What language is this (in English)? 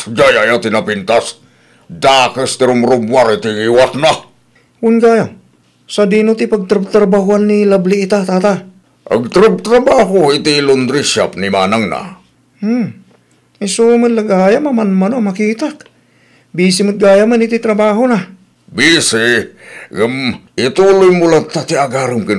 Iloko